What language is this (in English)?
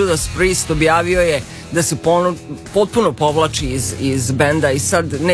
Serbian